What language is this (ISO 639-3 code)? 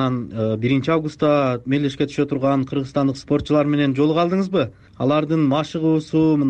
kir